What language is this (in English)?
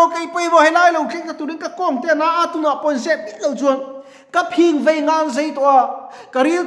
Mizo